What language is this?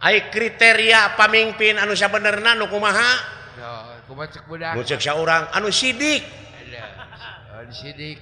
Sundanese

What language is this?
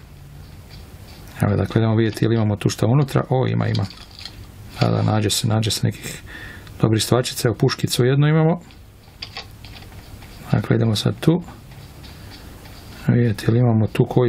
Croatian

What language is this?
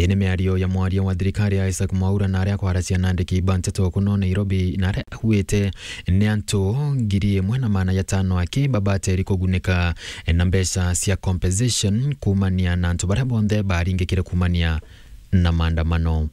Meru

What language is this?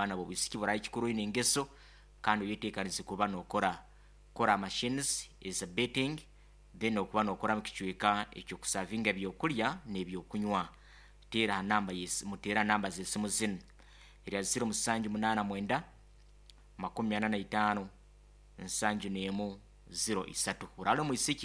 Nyoro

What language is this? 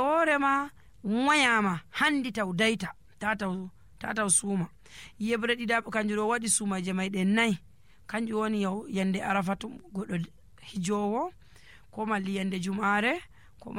Nigerian Fulfulde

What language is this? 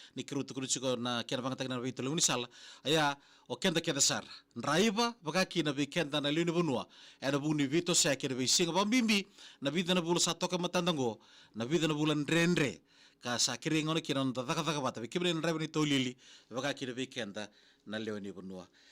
Fijian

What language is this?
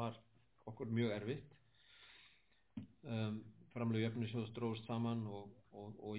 Icelandic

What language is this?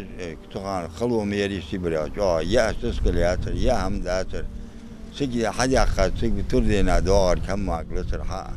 Ingush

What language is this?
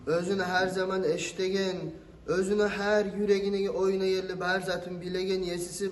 Kumyk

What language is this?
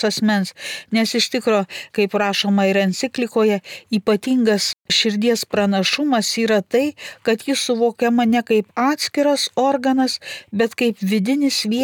Lithuanian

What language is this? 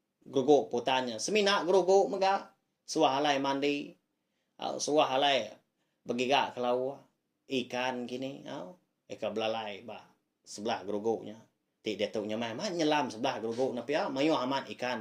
Iban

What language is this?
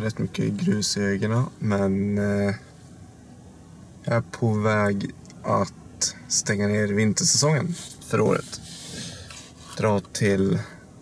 Swedish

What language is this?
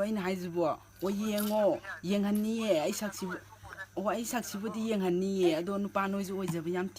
Manipuri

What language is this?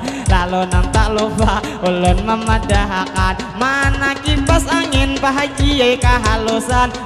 Banjar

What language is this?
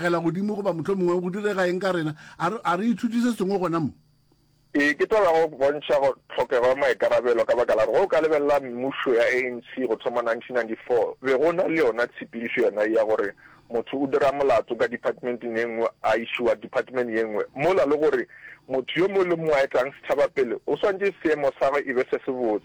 Northern Sotho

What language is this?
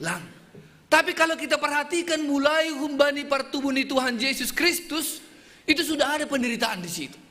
Batak Simalungun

